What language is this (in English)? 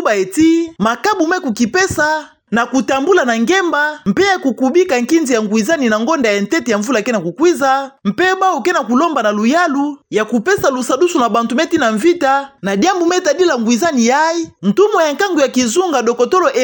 Kituba (Democratic Republic of Congo)